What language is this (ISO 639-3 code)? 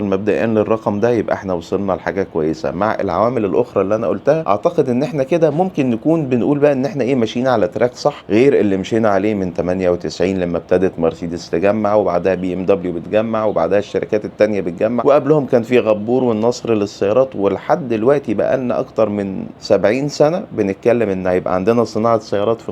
arz